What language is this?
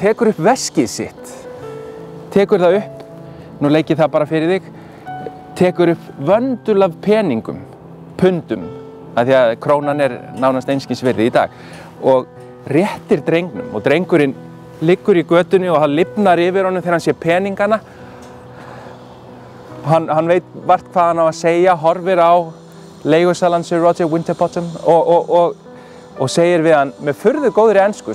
Icelandic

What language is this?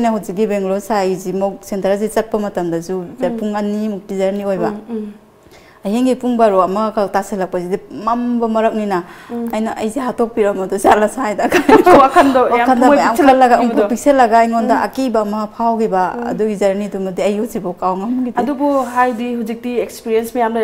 Manipuri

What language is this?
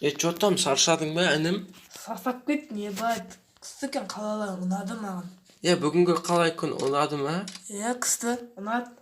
Kazakh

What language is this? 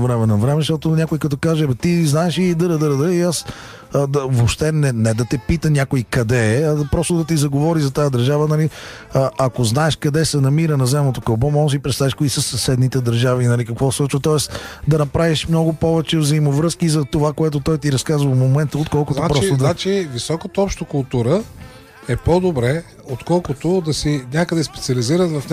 Bulgarian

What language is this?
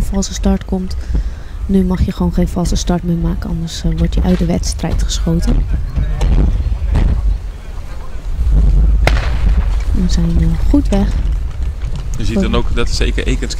Dutch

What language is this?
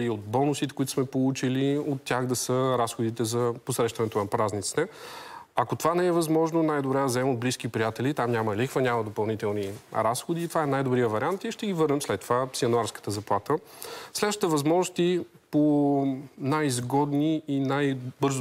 Bulgarian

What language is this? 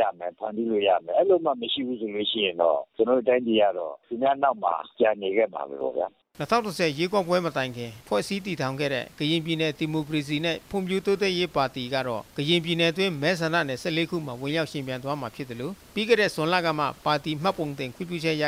Burmese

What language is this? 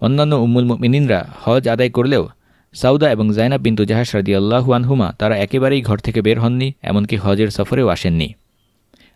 Bangla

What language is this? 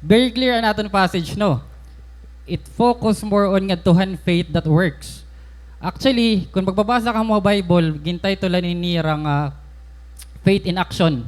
Waray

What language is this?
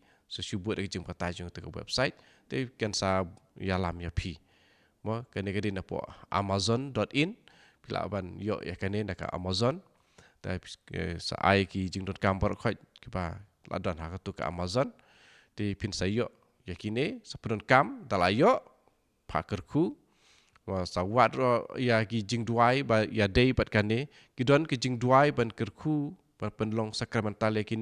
Khasi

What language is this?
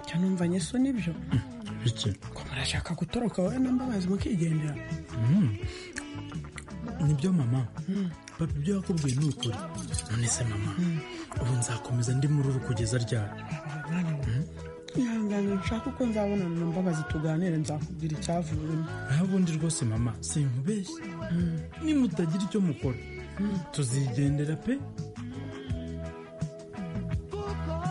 Kinyarwanda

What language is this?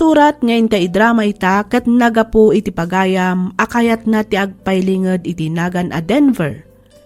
Iloko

